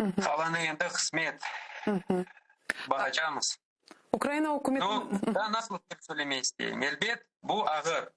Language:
Crimean Tatar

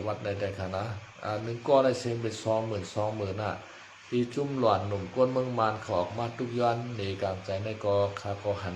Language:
Shan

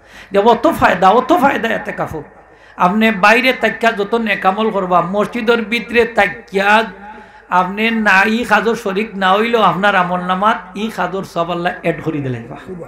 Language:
Sylheti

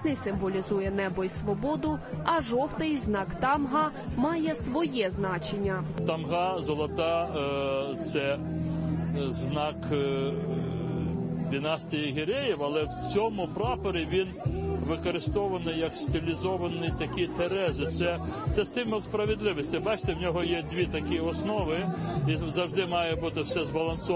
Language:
Ukrainian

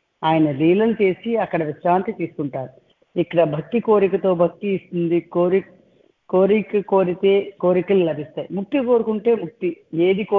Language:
Telugu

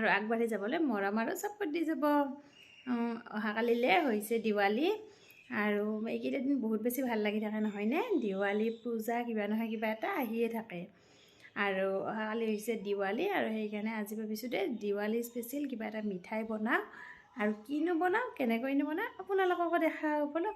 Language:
Assamese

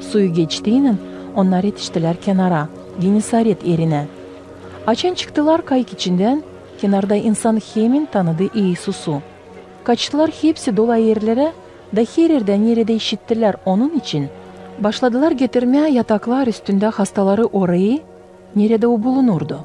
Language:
Gagauz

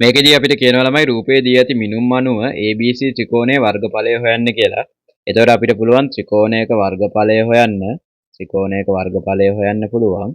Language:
Sinhala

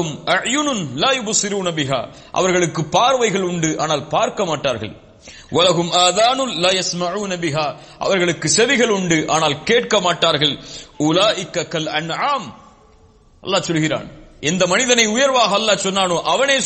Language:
Tamil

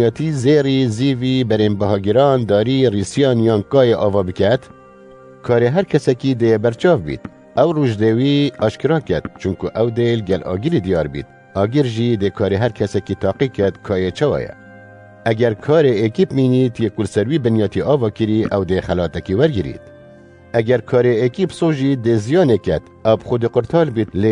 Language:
Kurdish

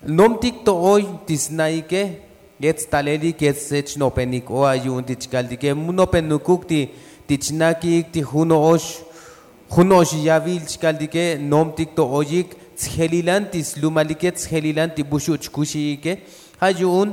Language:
Tzotzil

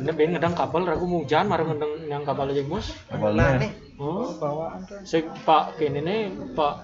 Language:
Balinese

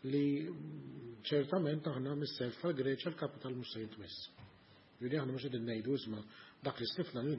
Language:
Maltese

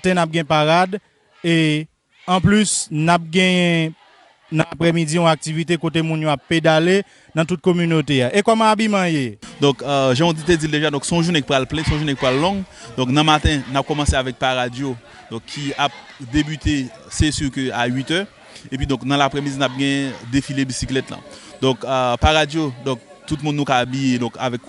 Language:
Haitian Creole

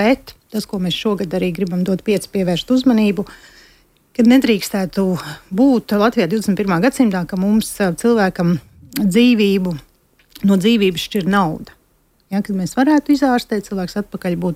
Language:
Latvian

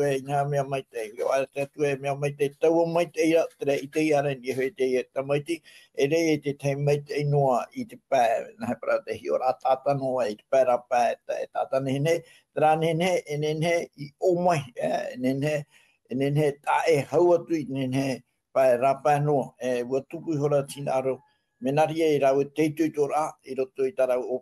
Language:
Tahitian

